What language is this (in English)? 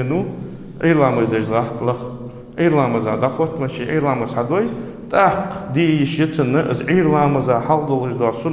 Ingush